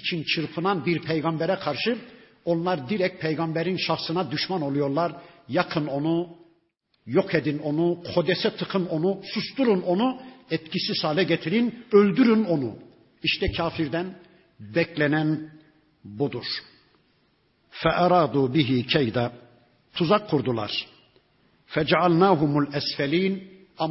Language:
Turkish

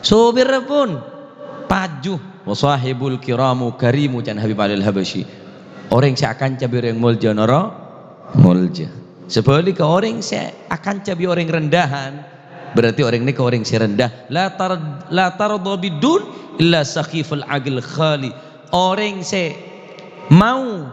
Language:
Madurese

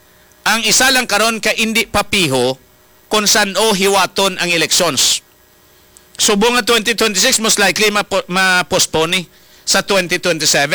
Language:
Hiligaynon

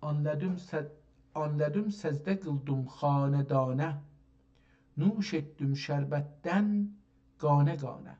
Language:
South Azerbaijani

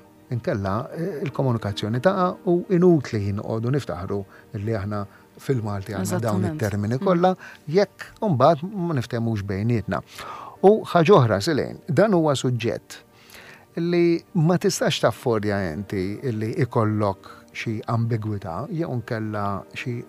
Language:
Maltese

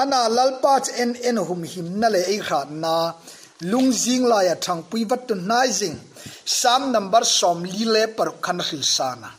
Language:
Hmar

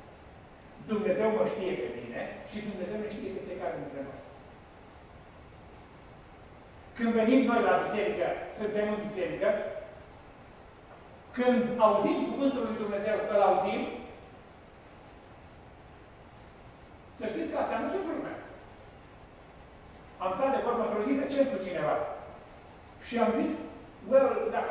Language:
Romanian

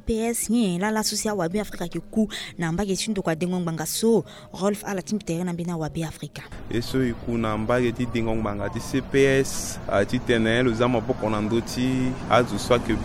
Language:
Sango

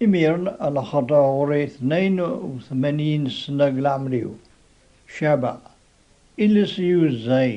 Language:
Kabyle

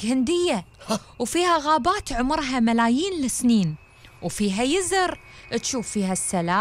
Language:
Gulf Arabic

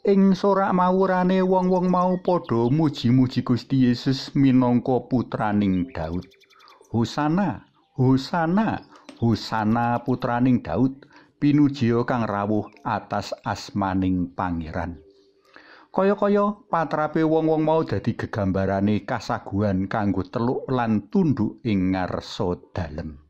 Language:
Javanese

